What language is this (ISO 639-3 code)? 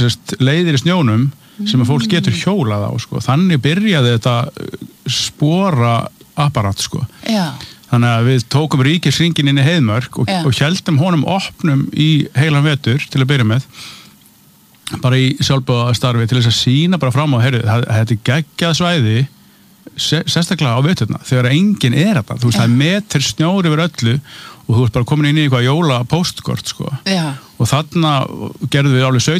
isl